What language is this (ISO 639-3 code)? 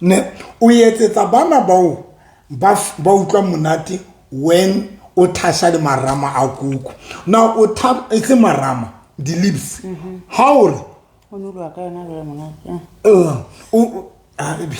sot